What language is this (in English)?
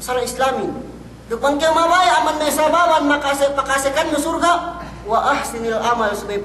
Yakan